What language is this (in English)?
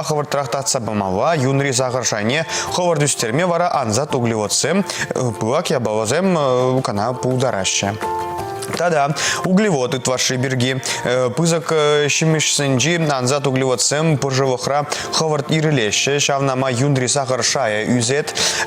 Chuvash